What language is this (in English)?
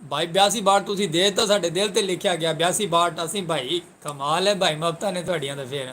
Saraiki